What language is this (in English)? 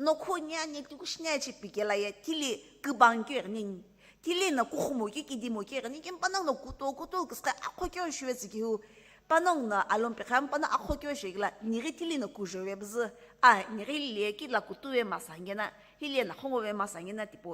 Sumi Naga